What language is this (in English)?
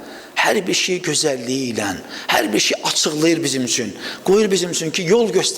Azerbaijani